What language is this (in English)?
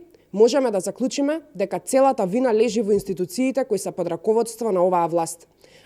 Macedonian